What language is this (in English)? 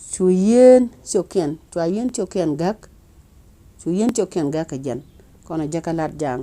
Nuer